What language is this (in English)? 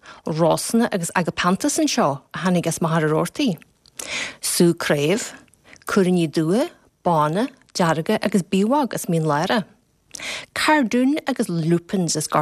Irish